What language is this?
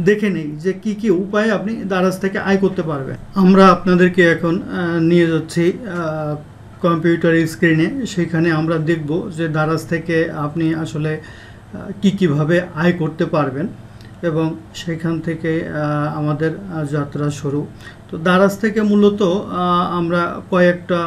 Bangla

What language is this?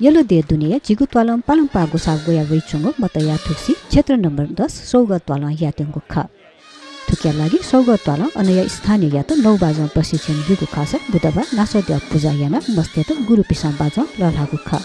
Newari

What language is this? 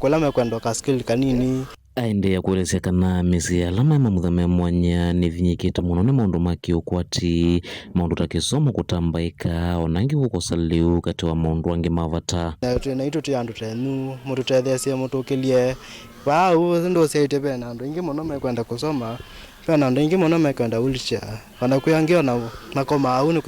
Kamba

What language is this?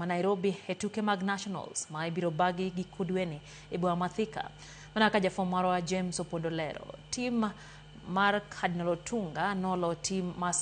Luo (Kenya and Tanzania)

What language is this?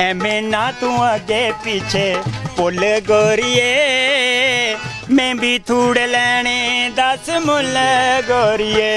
Dogri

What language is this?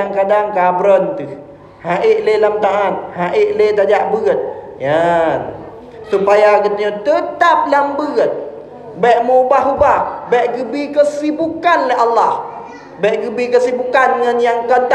Achinese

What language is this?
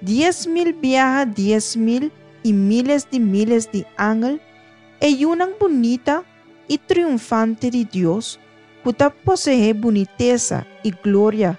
Papiamento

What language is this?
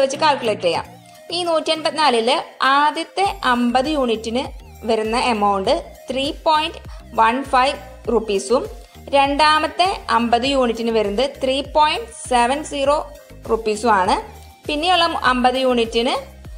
Malayalam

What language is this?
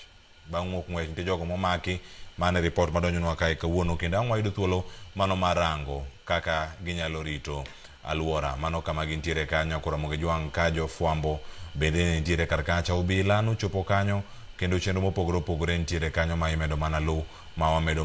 Luo (Kenya and Tanzania)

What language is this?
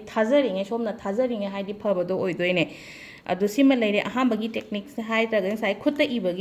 Manipuri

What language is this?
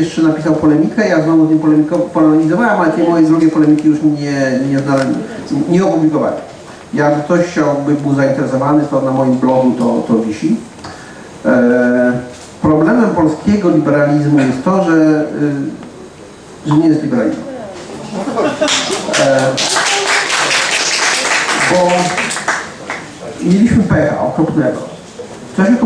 Polish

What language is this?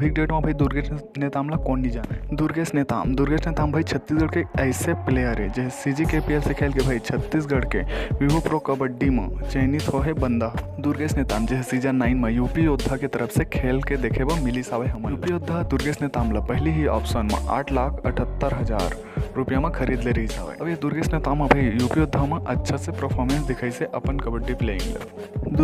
Chhattisgarhi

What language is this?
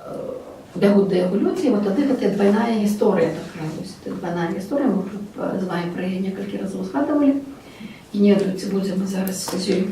Belarusian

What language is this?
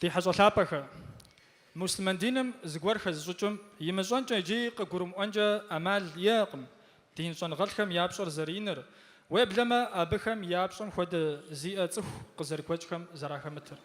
Kabardian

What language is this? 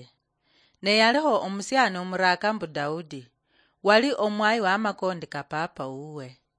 Luyia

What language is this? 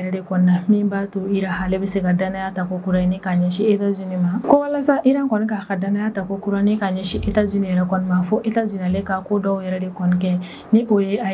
Bambara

